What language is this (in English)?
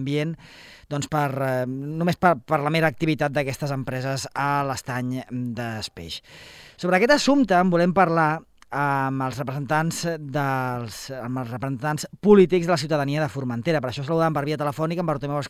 Catalan